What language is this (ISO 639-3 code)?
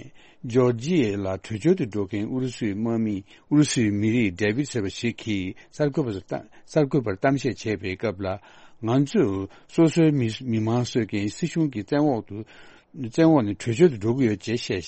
bod